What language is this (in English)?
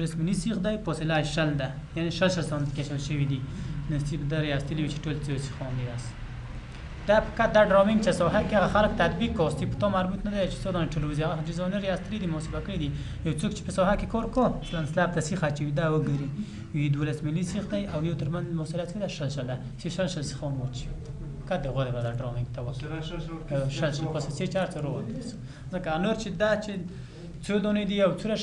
Pashto